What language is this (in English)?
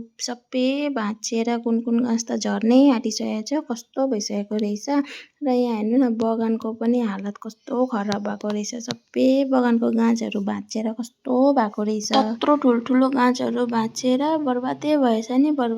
Nepali